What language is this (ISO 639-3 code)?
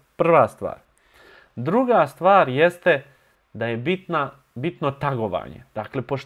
bos